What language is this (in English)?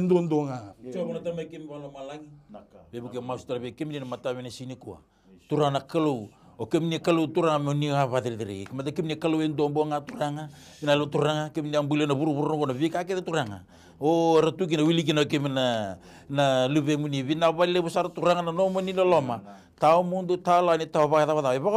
Fijian